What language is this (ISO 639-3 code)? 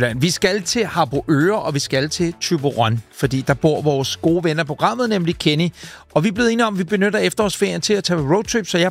dan